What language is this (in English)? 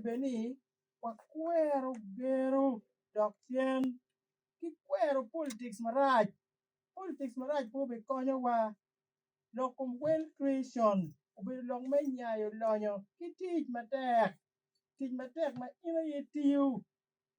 Acoli